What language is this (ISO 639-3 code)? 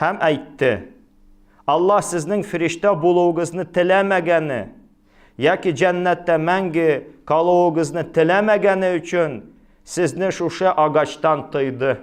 tat